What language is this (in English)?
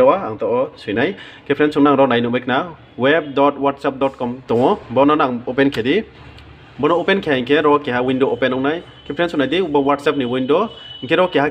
Riang (India)